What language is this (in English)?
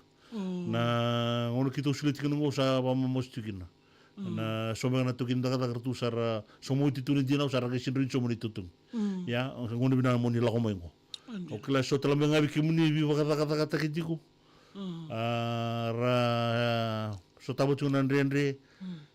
Fijian